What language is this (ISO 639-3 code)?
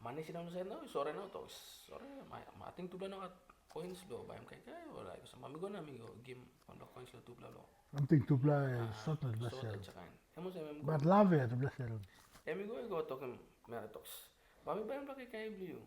tpi